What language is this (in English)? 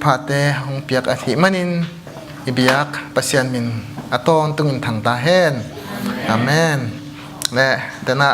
Tedim Chin